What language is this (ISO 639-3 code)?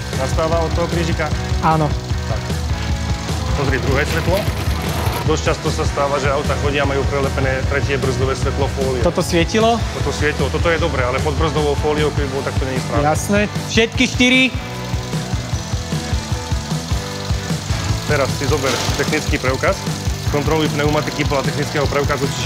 slk